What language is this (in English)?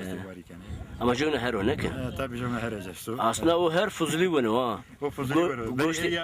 Zaza